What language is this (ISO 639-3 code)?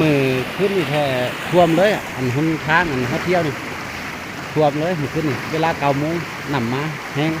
lao